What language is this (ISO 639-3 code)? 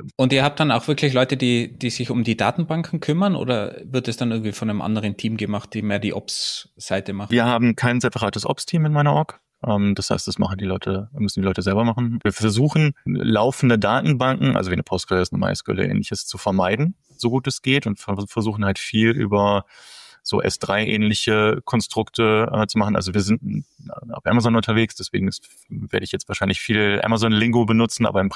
deu